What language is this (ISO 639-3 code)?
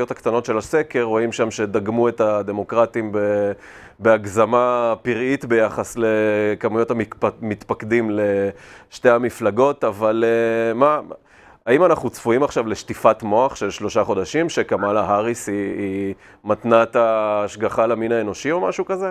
heb